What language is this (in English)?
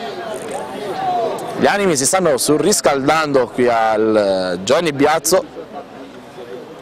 Italian